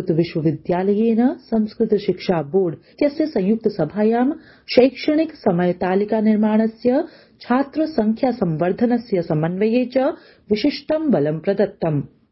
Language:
Sanskrit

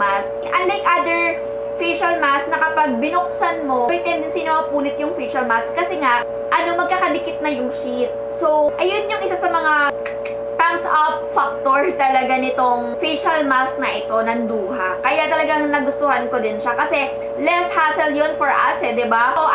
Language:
Filipino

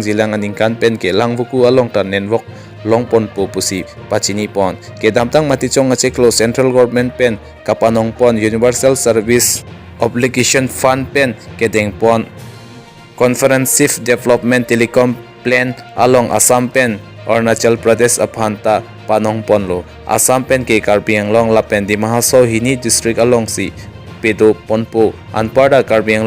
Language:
Karbi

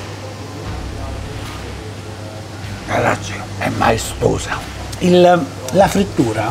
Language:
Italian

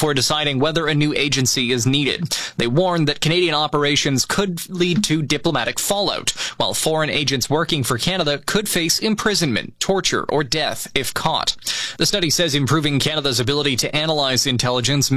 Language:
English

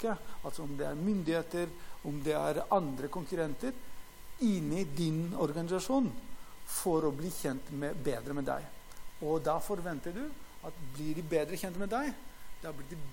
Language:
Norwegian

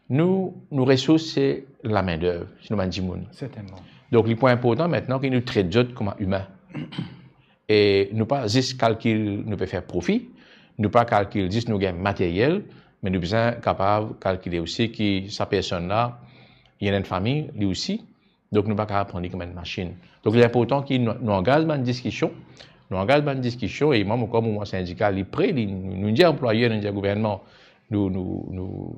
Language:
Morisyen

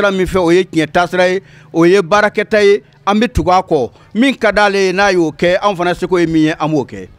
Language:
Bambara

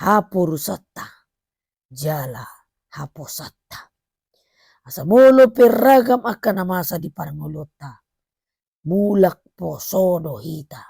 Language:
Batak Toba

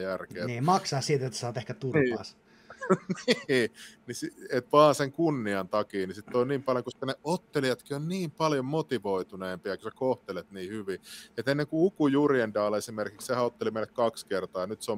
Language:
Finnish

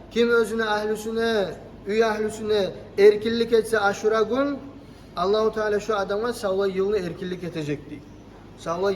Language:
Kumyk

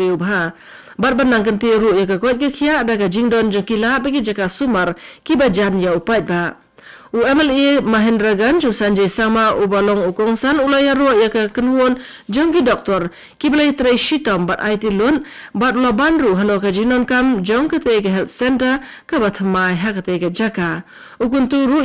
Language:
Khasi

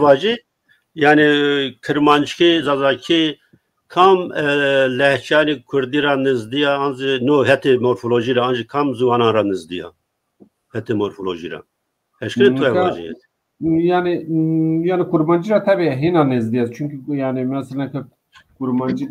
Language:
Zaza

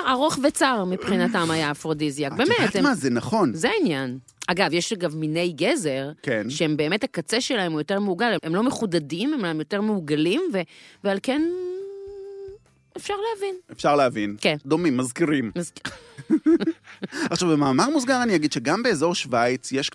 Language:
Hebrew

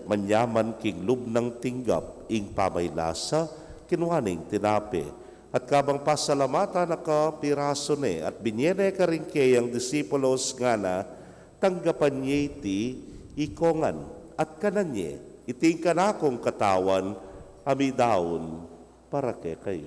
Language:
Pampanga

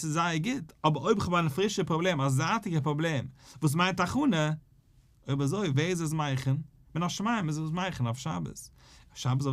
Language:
Yiddish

